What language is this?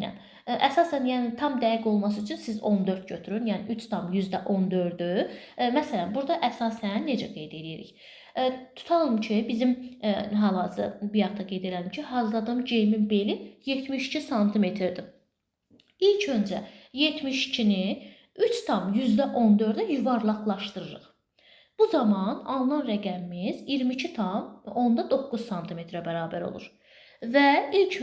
Azerbaijani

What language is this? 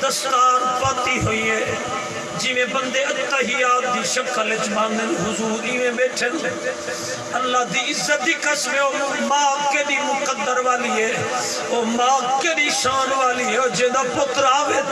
Saraiki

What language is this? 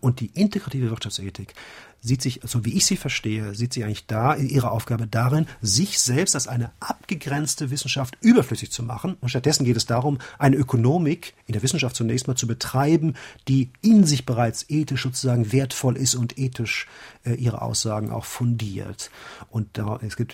German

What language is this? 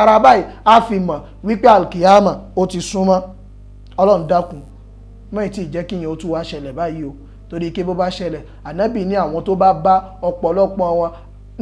Yoruba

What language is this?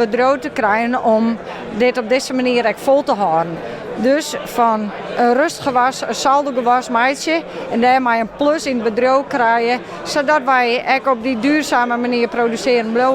Western Frisian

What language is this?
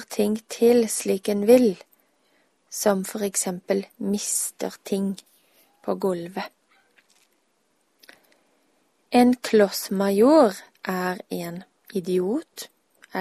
Norwegian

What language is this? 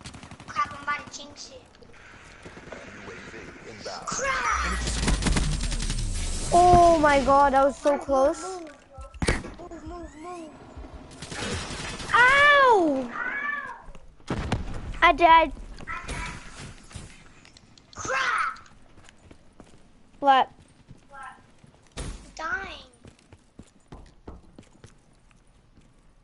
English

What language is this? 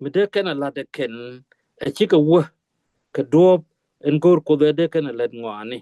Nuer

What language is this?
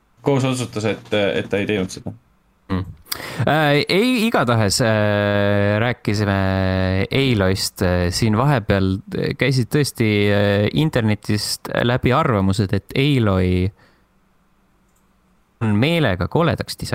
Estonian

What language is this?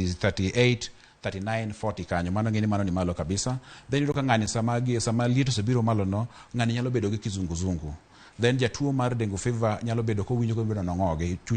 Luo (Kenya and Tanzania)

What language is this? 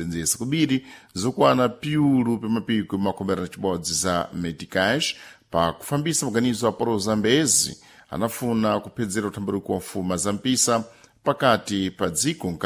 Sena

